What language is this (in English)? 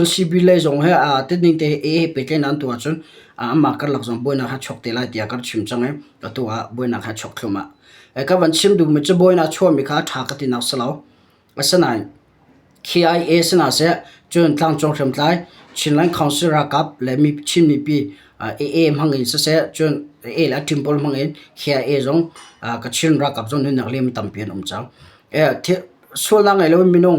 Hakha Chin